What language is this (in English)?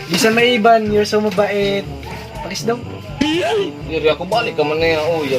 Waray